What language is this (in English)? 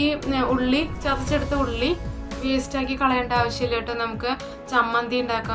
Malayalam